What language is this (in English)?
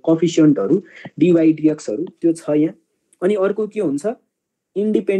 Nepali